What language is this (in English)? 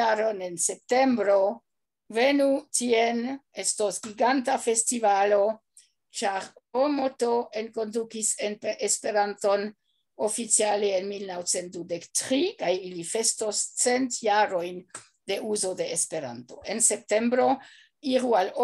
Esperanto